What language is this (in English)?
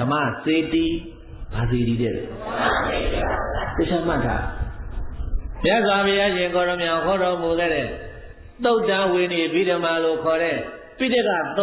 Burmese